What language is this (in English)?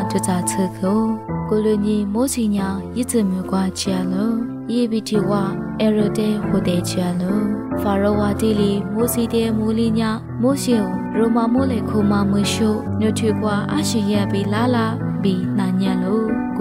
Lisu